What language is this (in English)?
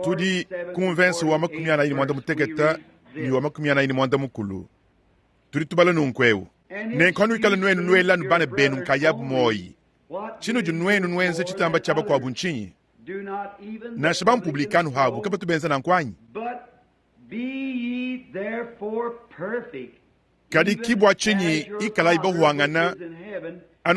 Luba-Lulua